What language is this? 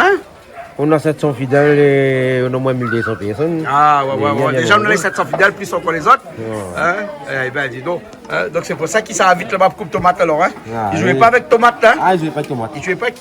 Réunion Creole French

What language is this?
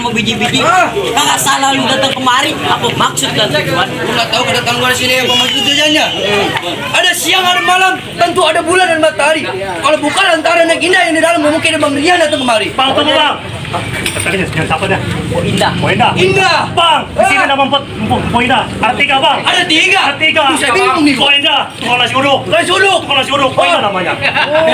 Betawi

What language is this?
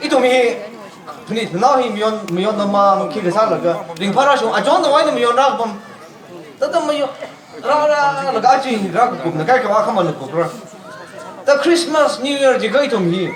Tangkhul Naga (India)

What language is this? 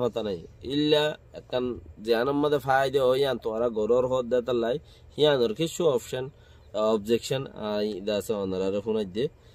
Rohingya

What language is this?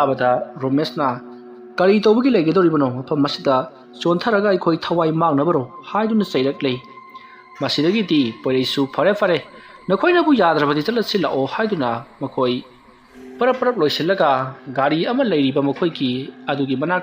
Manipuri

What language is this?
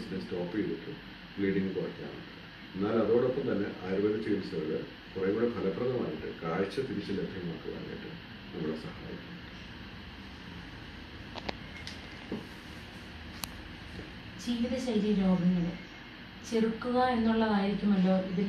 Malayalam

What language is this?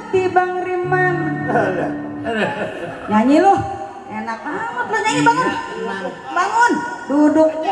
Betawi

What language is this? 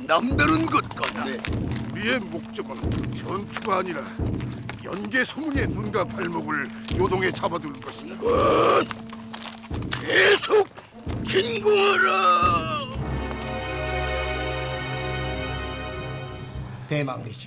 Korean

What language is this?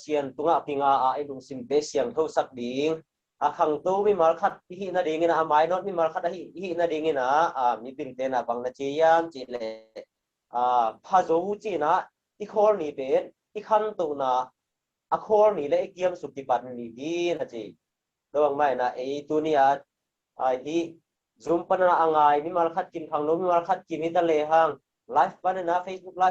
Tedim Chin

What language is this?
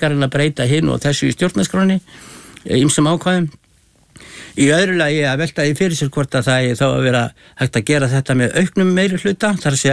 Icelandic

